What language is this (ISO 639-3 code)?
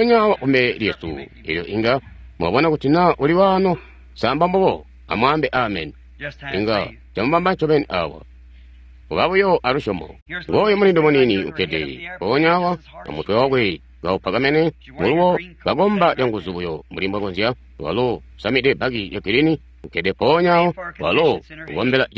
toi